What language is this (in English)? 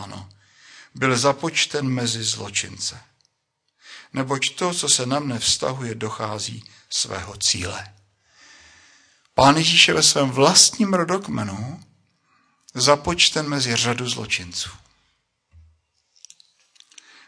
Czech